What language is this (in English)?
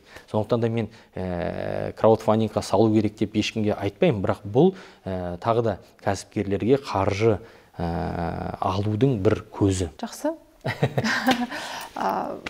Kazakh